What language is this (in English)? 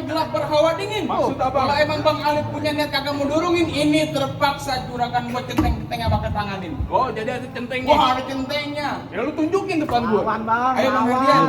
Betawi